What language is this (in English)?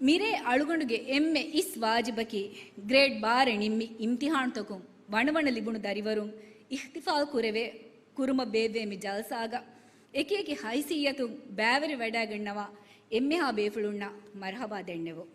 Divehi